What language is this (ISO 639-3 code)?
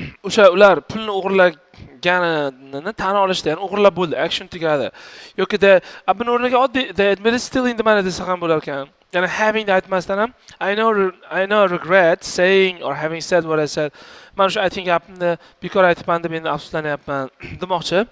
uzb